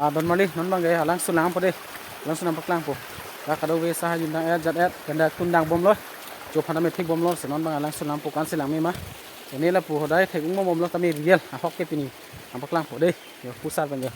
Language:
Karbi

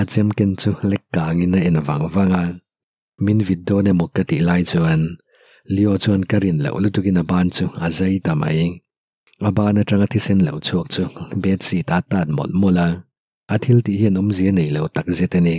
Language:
Mizo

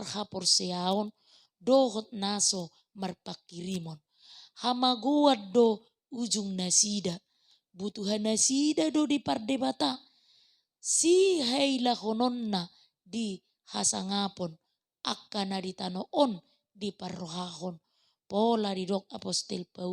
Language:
Batak Toba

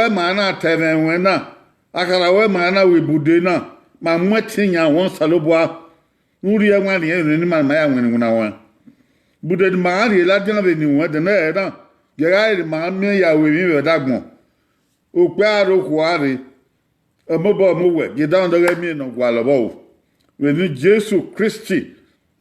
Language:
Bini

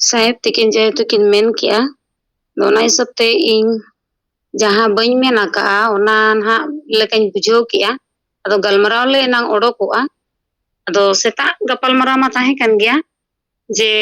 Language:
Santali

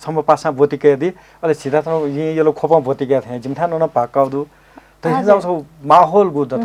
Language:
Newari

